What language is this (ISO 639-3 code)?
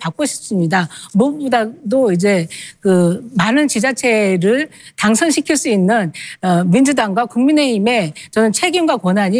kor